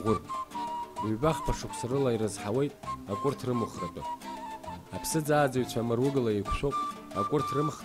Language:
Abkhazian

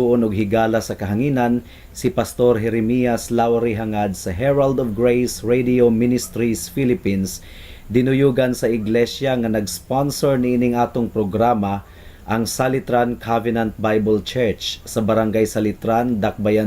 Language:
Cebuano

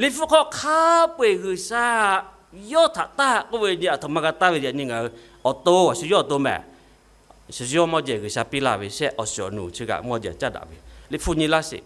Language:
Lahu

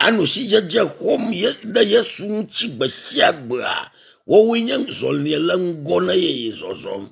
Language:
Ewe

